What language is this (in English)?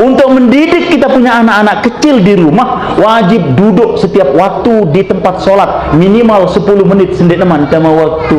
Sasak